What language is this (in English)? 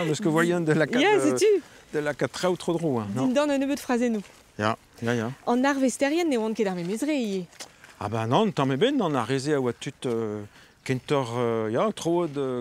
Breton